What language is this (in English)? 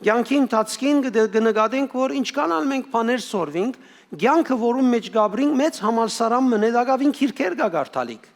Western Armenian